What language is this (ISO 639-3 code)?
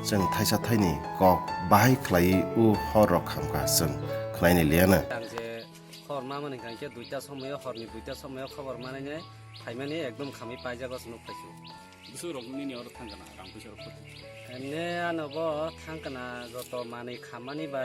trp